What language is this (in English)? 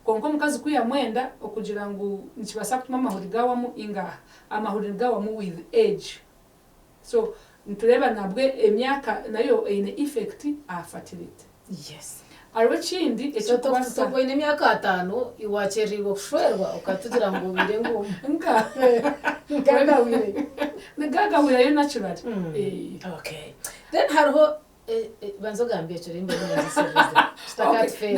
Nyankole